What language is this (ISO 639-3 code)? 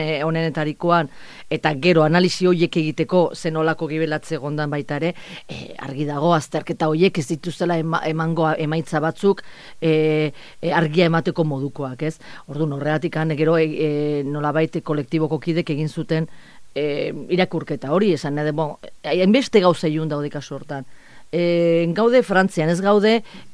eus